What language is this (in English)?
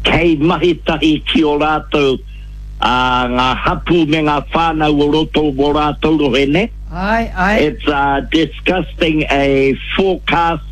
Māori